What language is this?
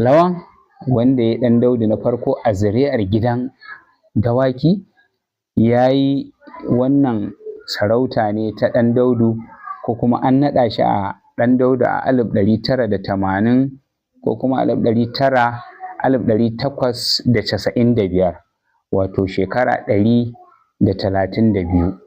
Hausa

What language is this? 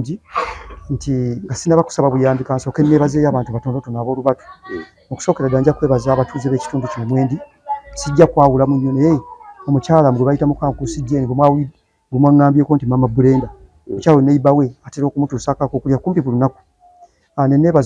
Ganda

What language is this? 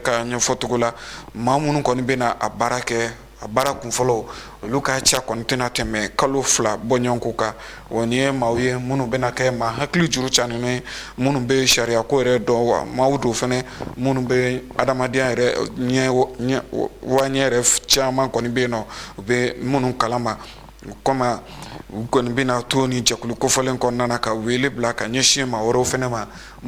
Bambara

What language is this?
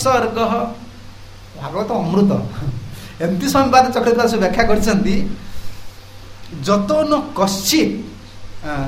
Odia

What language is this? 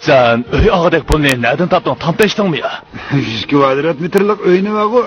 Uyghur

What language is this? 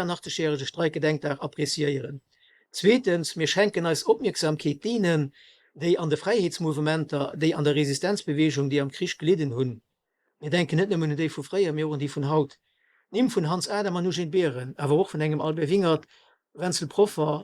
Luxembourgish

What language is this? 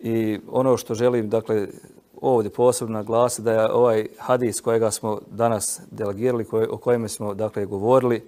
Bosnian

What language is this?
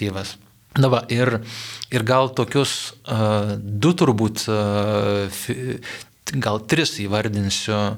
Lithuanian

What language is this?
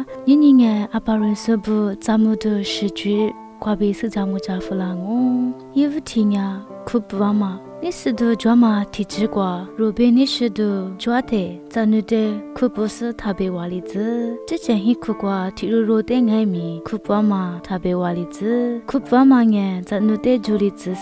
Lisu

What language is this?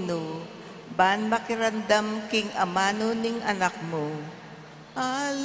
Pampanga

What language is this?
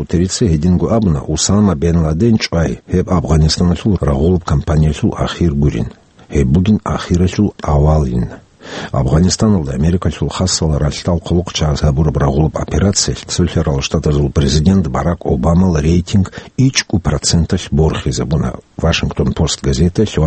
Avaric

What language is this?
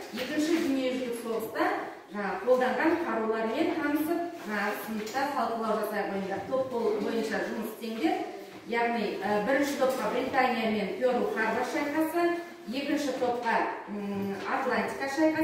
Kazakh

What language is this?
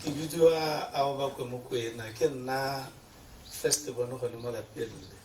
Tswana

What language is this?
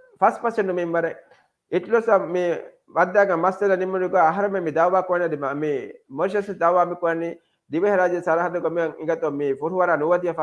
Divehi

